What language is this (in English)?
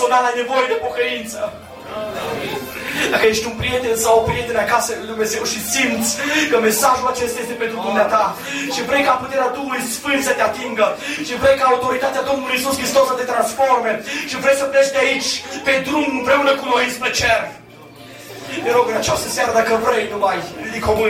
Romanian